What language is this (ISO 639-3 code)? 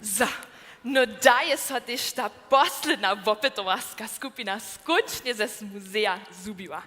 hsb